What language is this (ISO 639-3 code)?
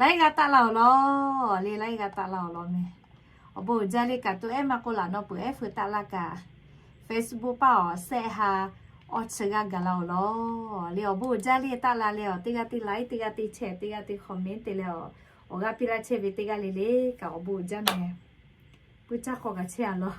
lhu